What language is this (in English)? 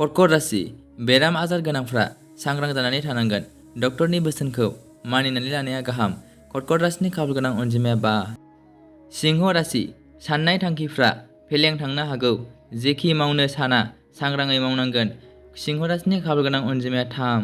Bodo